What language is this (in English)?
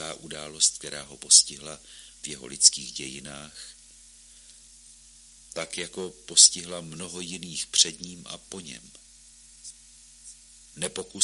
Czech